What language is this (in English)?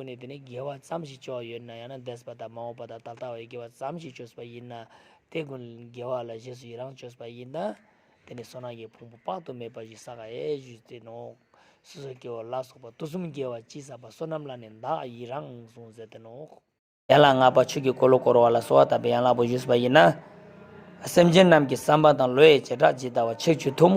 Ladakhi